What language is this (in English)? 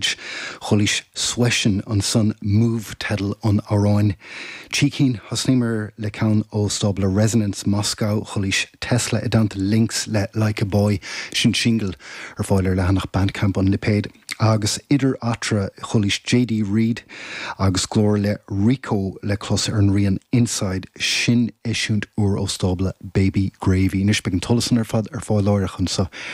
Irish